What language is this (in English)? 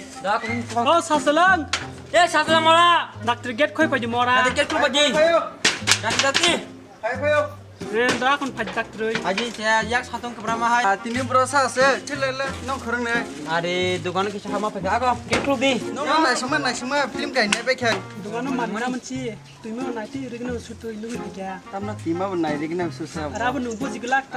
Kok Borok